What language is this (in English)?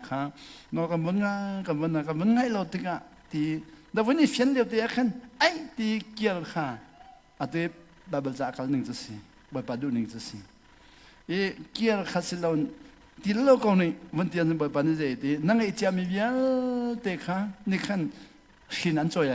Hakha Chin